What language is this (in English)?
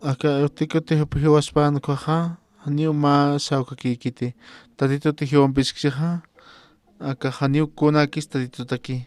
Aymara